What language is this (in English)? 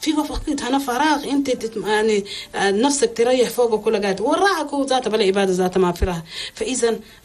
Chadian Arabic